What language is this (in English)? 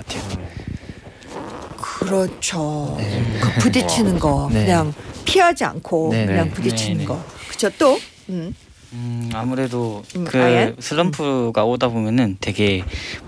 Korean